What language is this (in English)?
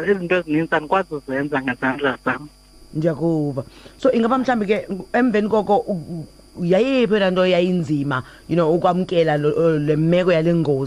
Xhosa